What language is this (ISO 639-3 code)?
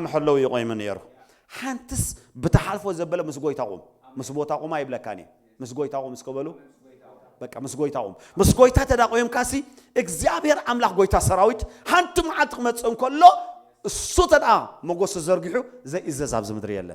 tir